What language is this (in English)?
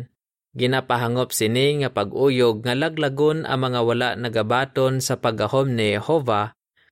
Hiligaynon